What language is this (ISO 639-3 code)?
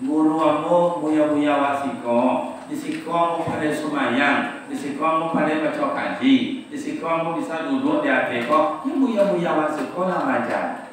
min